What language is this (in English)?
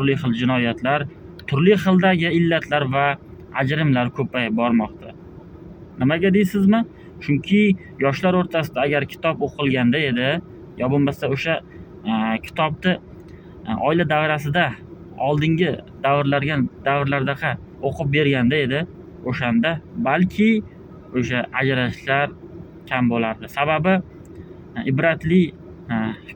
Uzbek